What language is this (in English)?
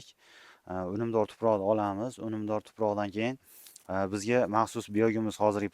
Uzbek